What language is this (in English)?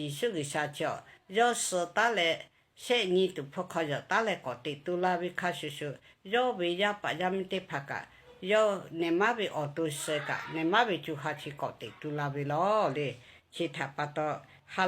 Lahu